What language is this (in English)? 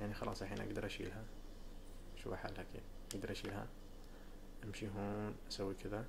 Najdi Arabic